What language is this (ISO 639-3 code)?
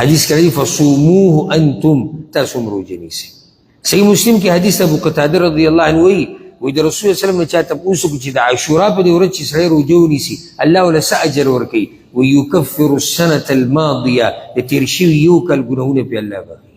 pus